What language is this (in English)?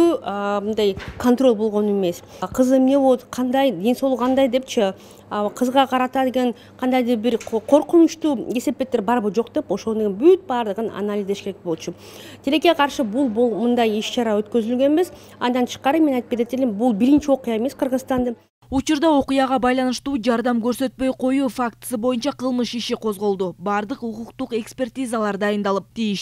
Kyrgyz